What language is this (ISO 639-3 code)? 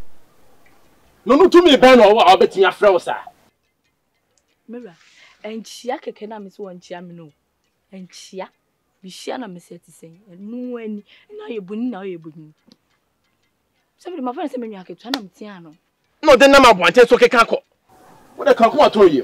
aka